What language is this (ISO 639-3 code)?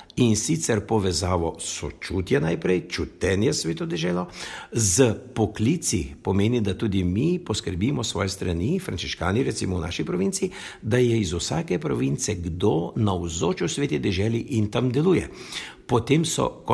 slv